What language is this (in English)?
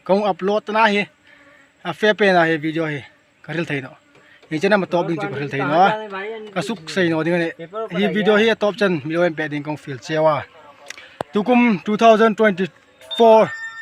Hmar